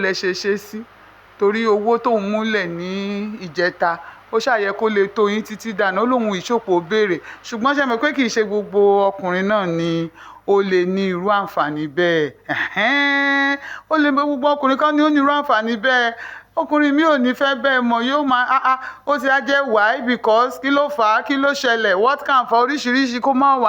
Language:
Yoruba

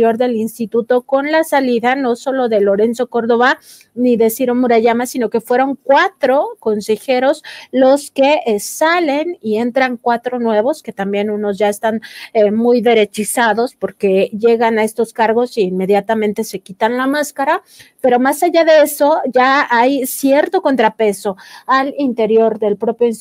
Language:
Spanish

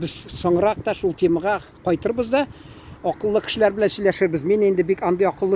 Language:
Tatar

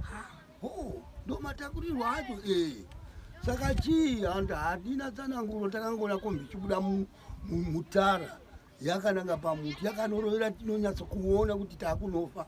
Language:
Shona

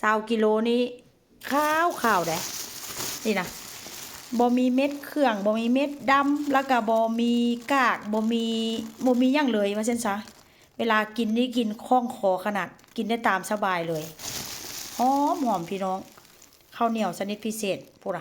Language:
Northeastern Thai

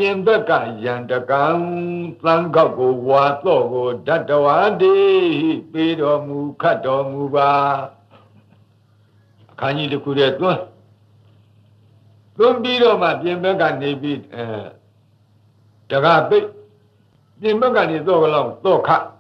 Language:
Burmese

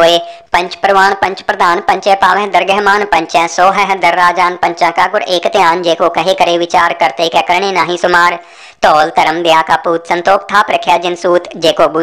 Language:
Punjabi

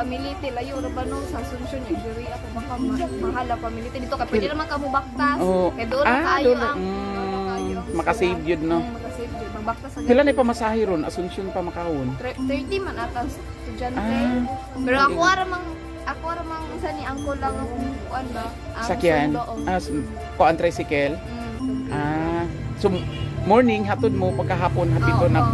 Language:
Cebuano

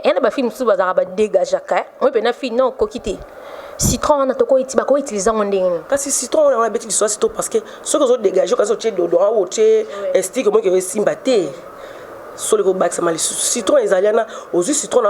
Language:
Lingala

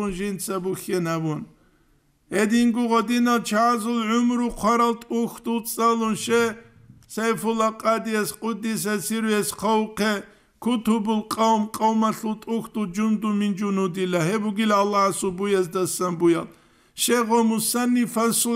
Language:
Avaric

